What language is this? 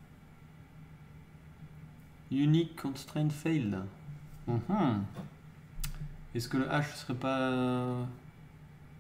French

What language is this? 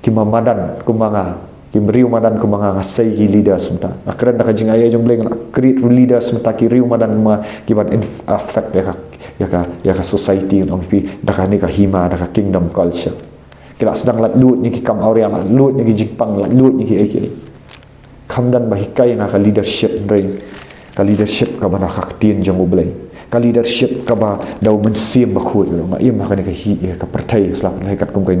Khasi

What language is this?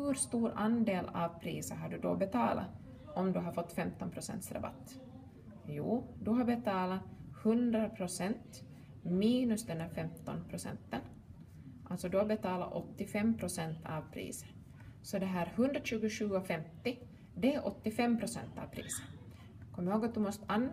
Swedish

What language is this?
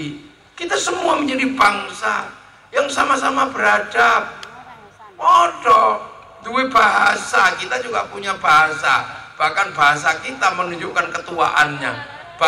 Javanese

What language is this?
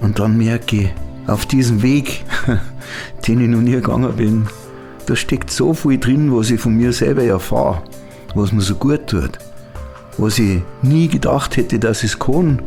Bavarian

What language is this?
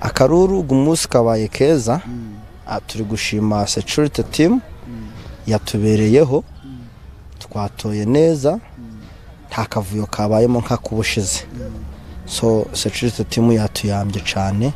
Nyankole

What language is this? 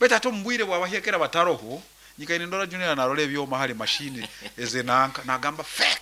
Nyankole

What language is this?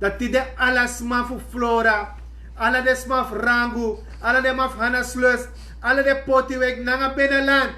Sranan Tongo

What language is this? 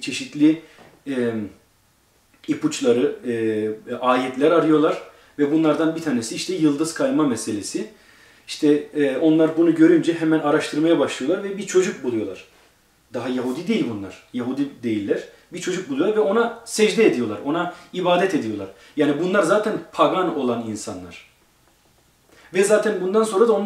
Turkish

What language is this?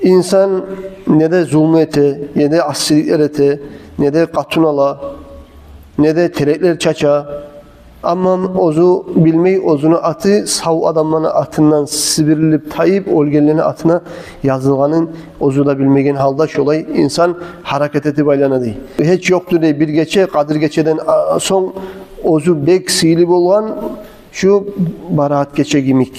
Kumyk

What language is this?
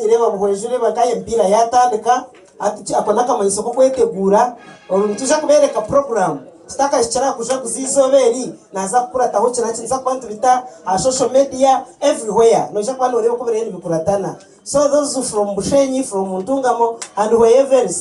Nyankole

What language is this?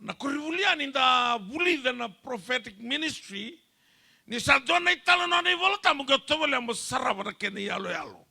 Fijian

